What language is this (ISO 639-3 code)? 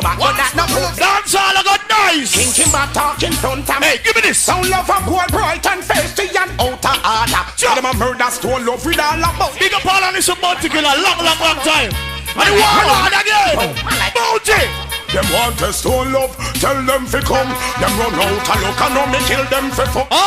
jam